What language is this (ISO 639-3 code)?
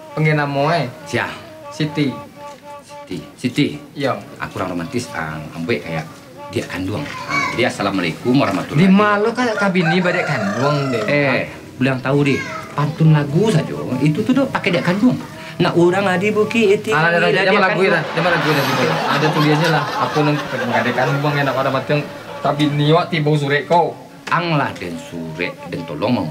min